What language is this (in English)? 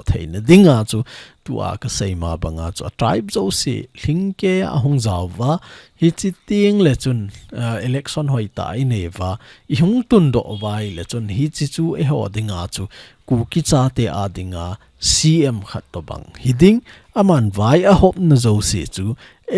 Thado Chin